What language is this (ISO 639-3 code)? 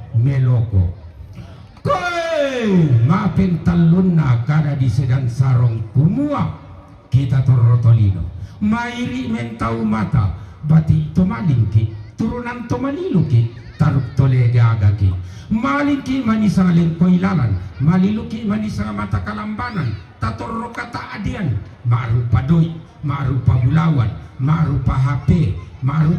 sda